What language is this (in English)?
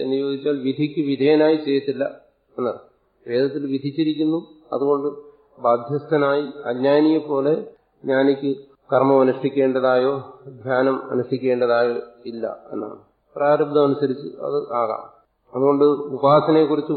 Malayalam